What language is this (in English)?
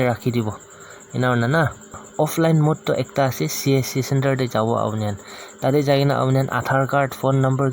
Naga Pidgin